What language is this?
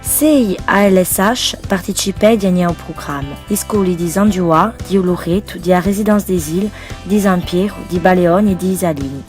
Corsican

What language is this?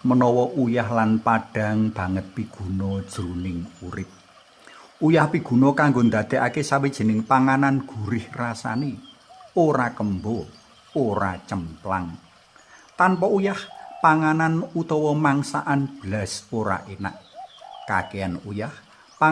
Javanese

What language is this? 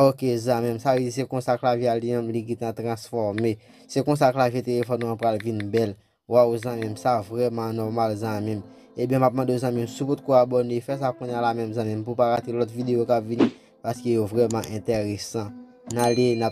Haitian Creole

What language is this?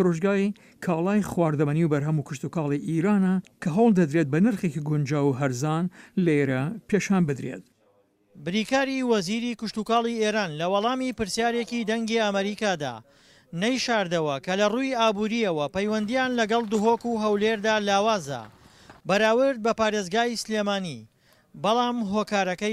Central Kurdish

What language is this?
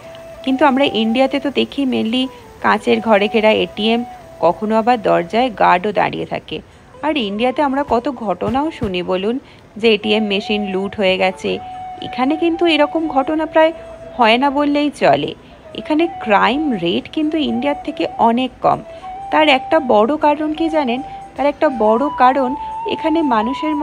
Bangla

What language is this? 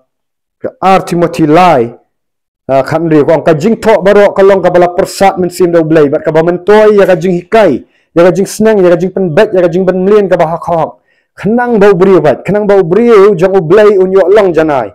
Khasi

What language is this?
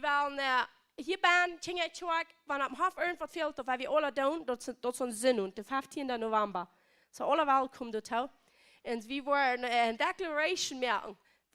Plautdietsch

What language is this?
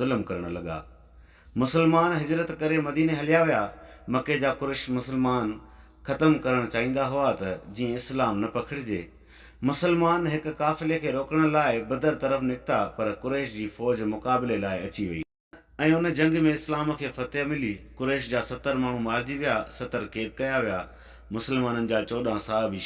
Sindhi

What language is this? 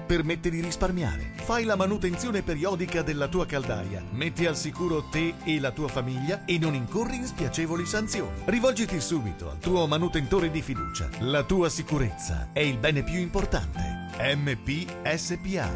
Italian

